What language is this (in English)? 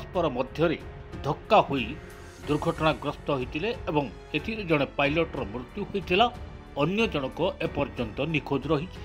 Odia